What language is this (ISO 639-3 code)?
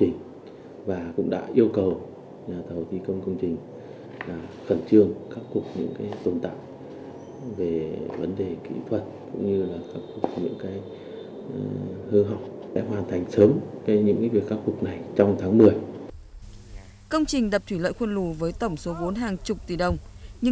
vie